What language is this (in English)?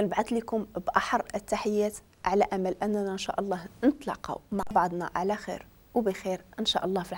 Moroccan Arabic